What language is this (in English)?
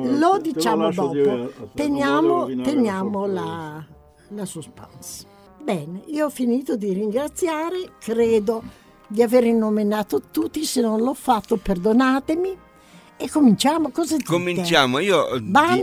Italian